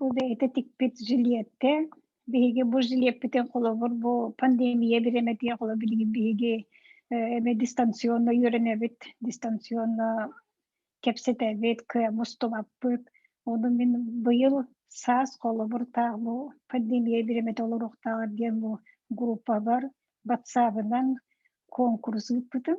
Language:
Yakut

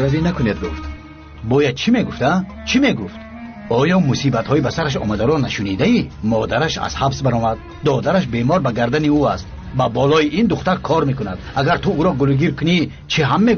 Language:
Tajik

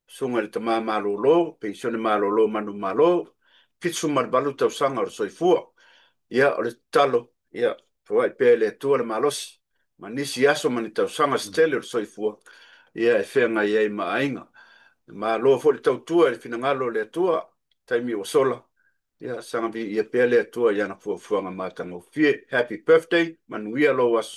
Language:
Samoan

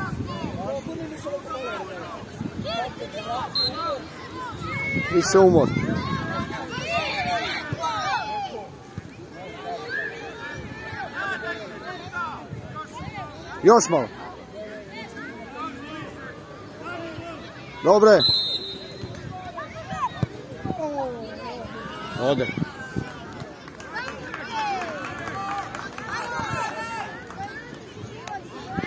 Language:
Serbian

